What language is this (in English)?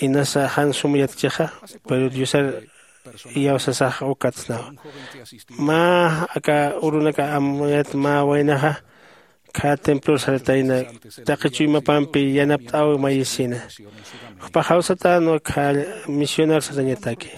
Aymara